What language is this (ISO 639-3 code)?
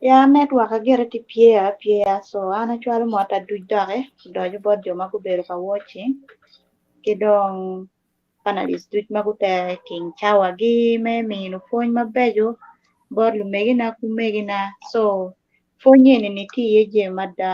ach